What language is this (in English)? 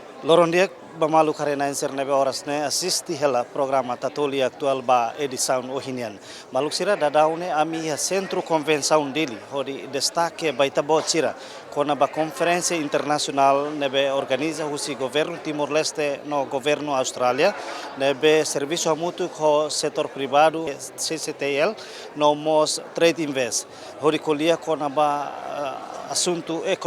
Tetum